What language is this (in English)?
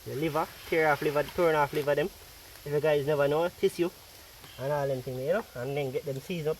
Jamaican Creole English